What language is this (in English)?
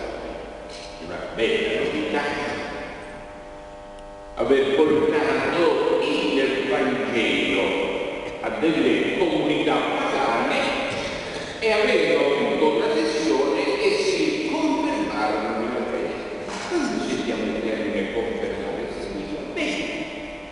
Italian